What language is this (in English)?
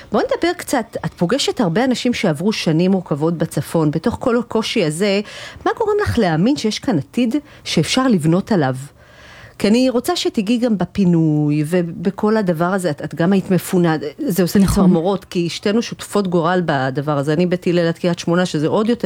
Hebrew